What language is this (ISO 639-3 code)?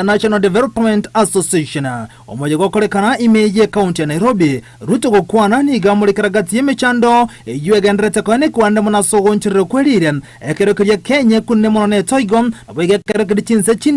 guz